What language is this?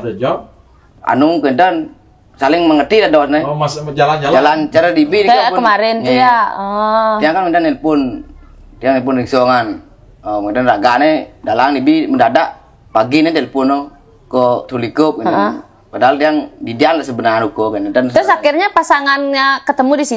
Balinese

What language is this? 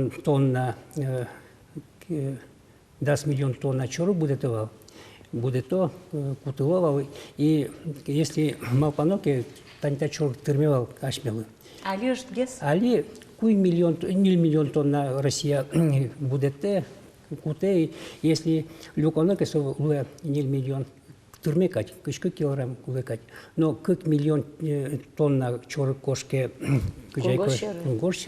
Udmurt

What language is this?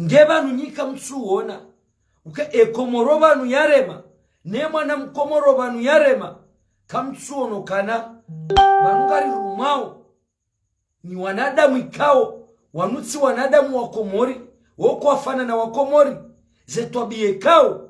Ngazidja Comorian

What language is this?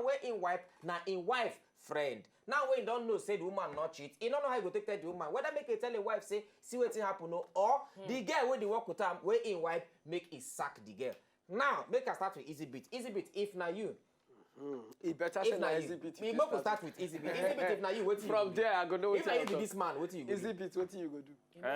Nigerian Pidgin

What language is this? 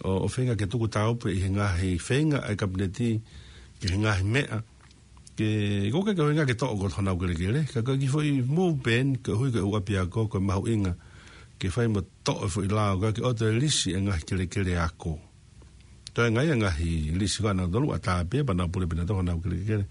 Tongan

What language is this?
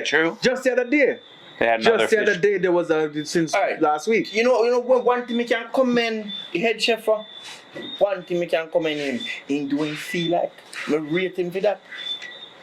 Jamaican Creole English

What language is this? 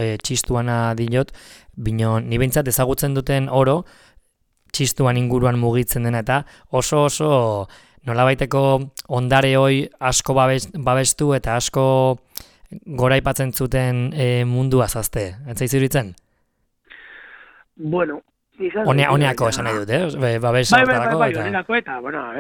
Basque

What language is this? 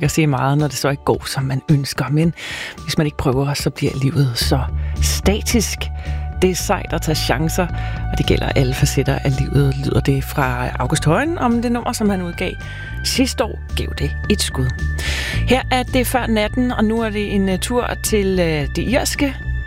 Danish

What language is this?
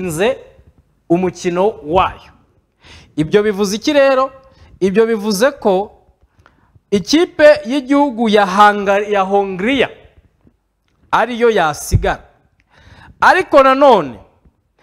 Kinyarwanda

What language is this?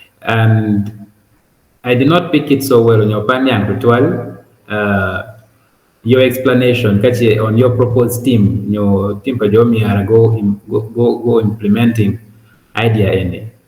Acoli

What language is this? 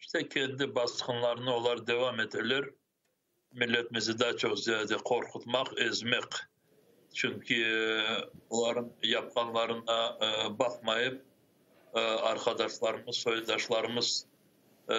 Crimean Tatar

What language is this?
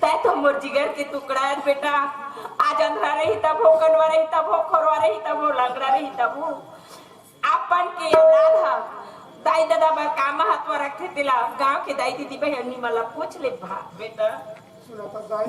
Chhattisgarhi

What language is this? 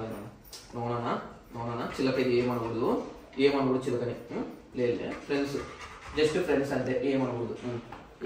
Telugu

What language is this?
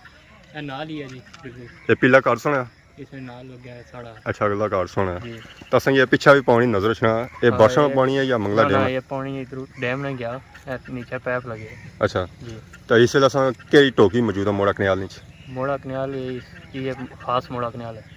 Pahari-Potwari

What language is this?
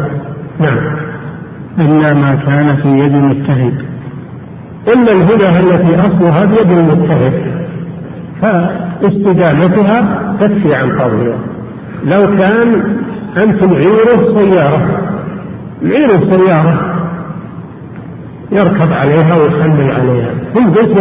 Arabic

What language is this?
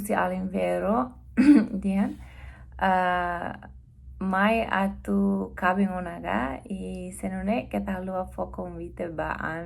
Tetum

